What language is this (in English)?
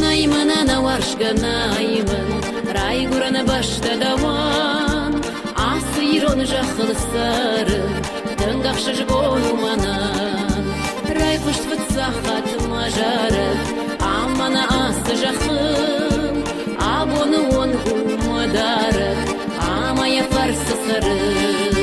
Ossetic